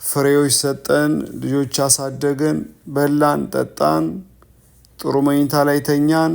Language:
Amharic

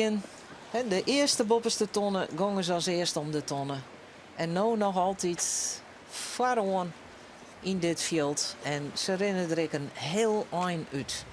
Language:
Western Frisian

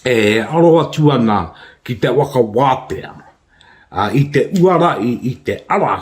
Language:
Māori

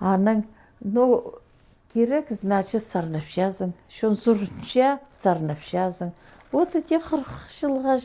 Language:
Khakas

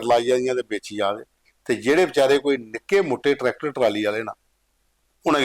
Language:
Dogri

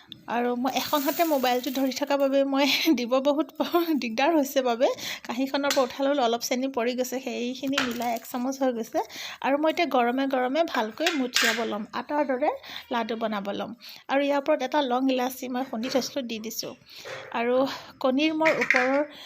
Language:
Assamese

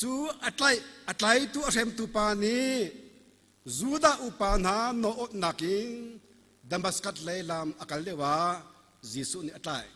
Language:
Hakha Chin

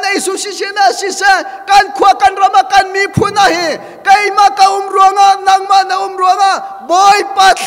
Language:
Hakha Chin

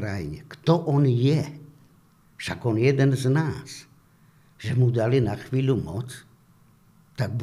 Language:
Slovak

